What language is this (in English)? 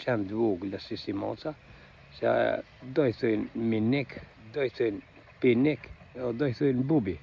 Albanian